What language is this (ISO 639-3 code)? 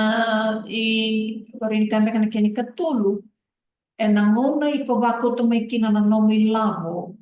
fij